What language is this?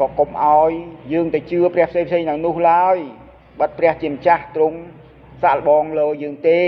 Khmer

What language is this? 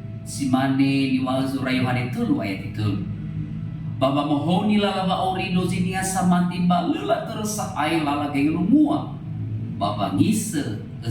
Nias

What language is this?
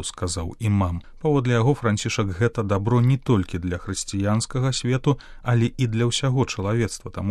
Belarusian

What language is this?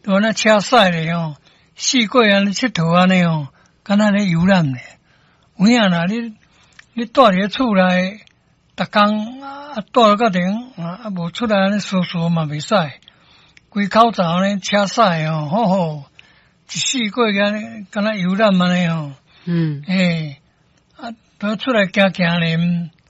Min Nan Chinese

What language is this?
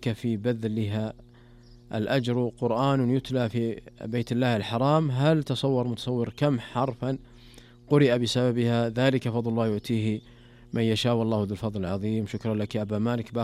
Arabic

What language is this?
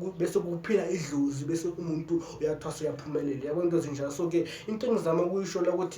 Zulu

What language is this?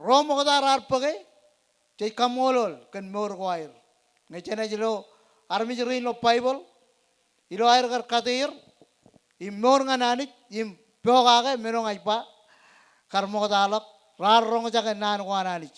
Marshallese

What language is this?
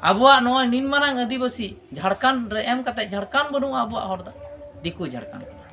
Santali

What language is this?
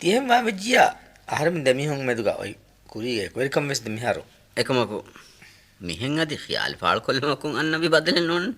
Divehi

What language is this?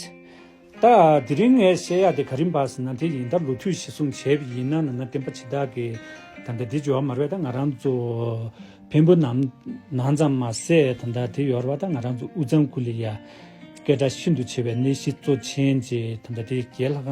Tibetan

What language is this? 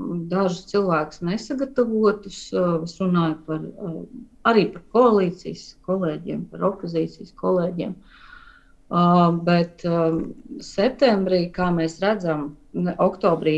Latvian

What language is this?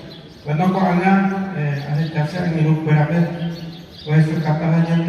Guarani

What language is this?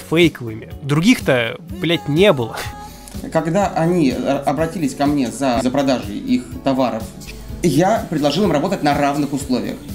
Russian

